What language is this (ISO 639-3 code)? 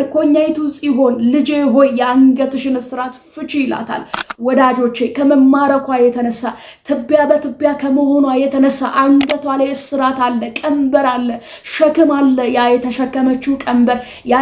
amh